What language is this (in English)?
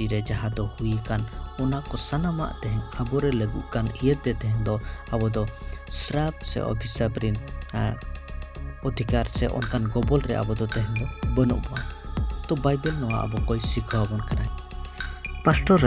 Santali